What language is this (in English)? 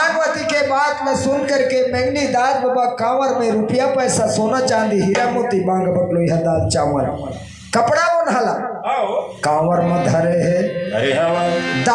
Chhattisgarhi